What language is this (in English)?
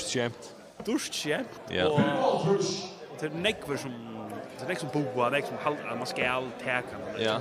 Faroese